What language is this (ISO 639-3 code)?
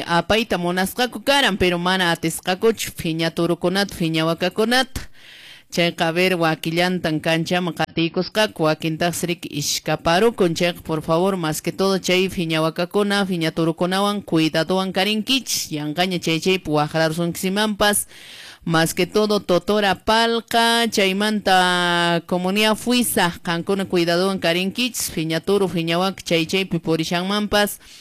que